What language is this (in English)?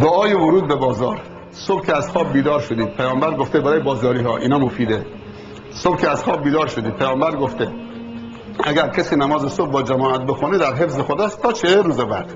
Persian